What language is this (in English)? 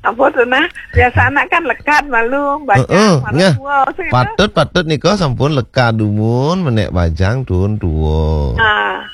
Balinese